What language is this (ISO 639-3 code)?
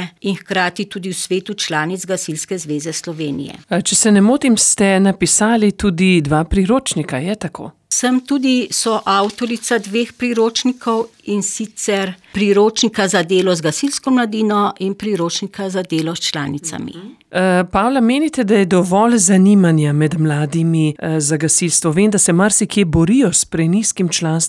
slv